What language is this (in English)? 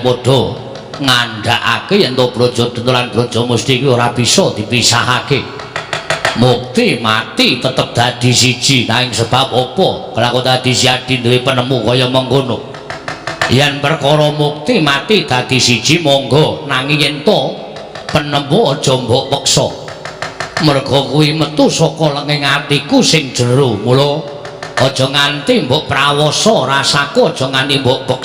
Javanese